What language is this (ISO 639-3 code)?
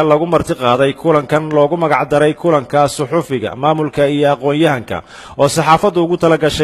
som